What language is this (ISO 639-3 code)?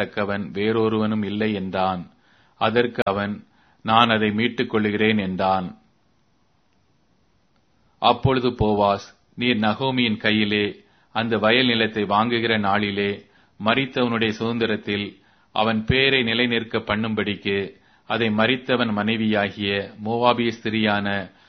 tam